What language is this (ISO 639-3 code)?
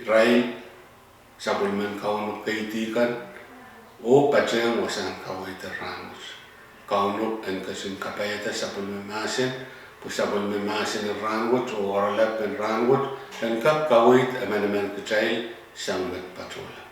pon